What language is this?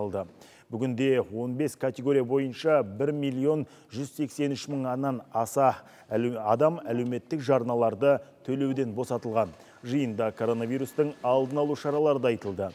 Kazakh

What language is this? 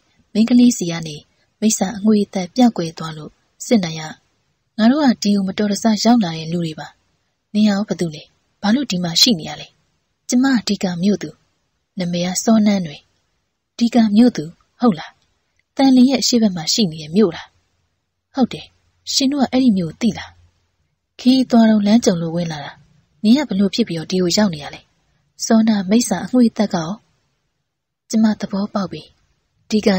Burmese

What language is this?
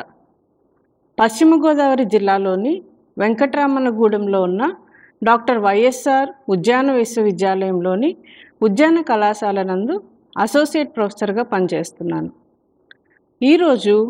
Telugu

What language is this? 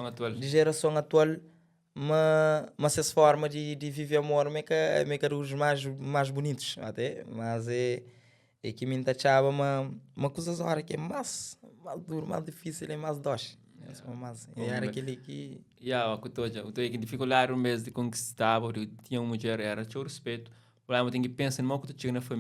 Kabuverdianu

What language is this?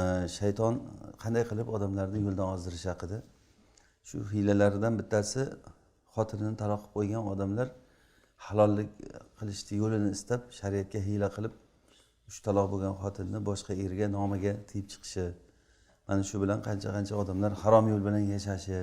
Uzbek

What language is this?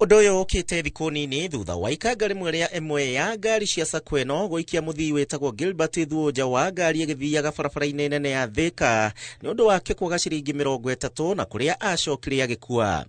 Kikuyu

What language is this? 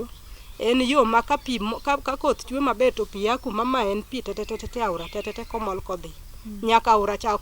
Luo (Kenya and Tanzania)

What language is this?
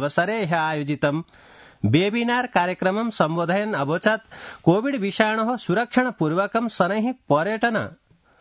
Sanskrit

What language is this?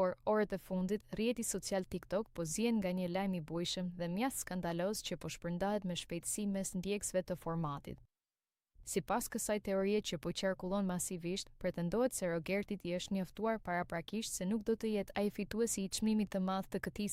Albanian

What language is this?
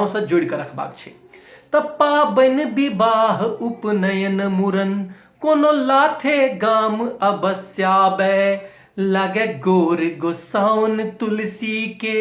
Maithili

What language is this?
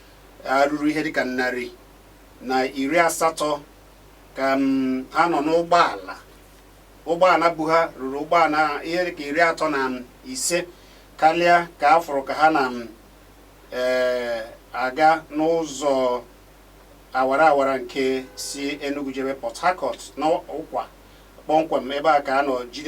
Igbo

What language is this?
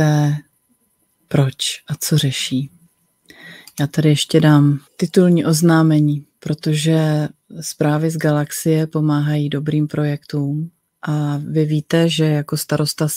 Czech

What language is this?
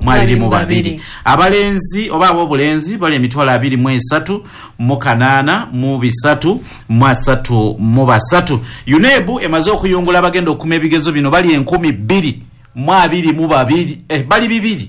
Ganda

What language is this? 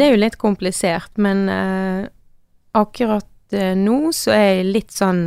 Norwegian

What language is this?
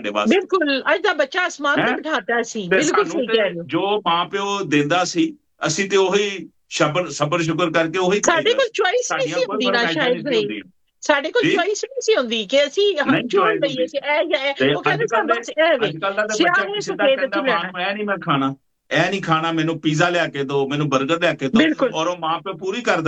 Punjabi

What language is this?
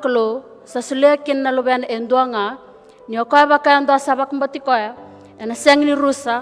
Fijian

